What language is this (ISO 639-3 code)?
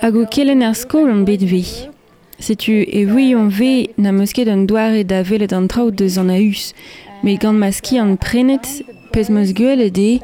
bre